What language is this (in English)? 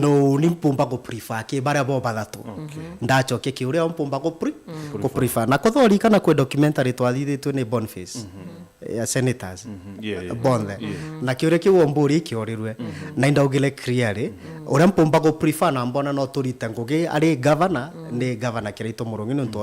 Meru